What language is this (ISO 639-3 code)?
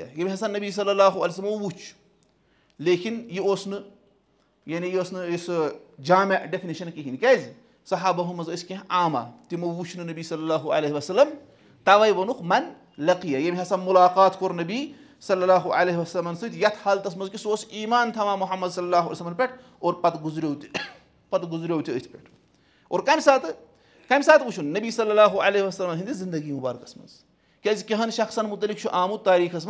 kas